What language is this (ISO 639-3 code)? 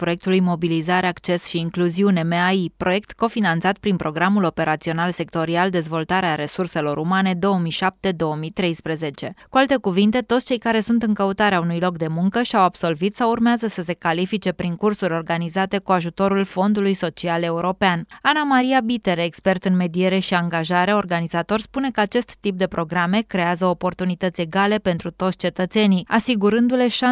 ron